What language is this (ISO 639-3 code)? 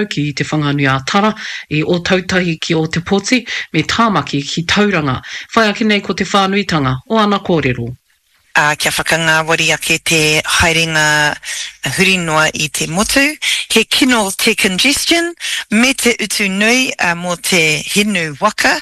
mri